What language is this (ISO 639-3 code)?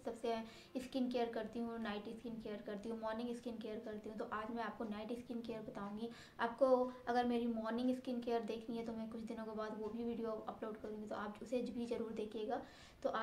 hin